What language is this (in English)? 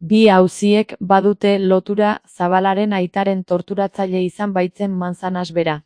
Basque